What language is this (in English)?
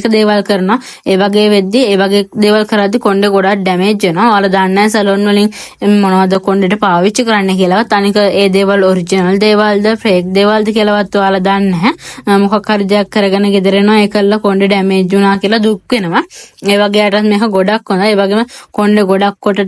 Sinhala